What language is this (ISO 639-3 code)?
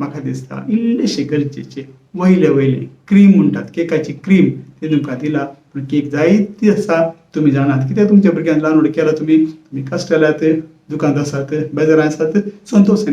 kok